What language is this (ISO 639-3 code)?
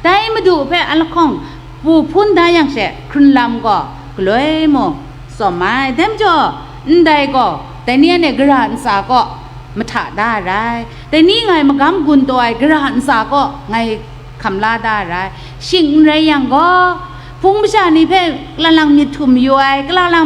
kac